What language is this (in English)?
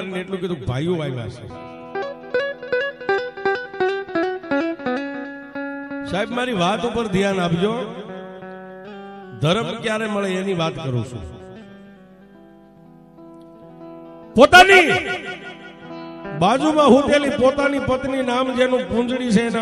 Gujarati